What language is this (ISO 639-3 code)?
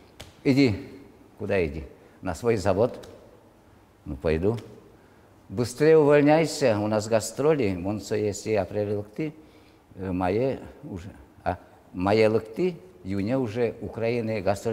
udm